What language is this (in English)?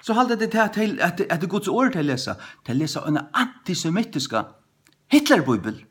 Faroese